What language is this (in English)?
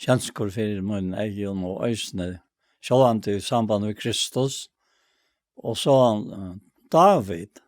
Faroese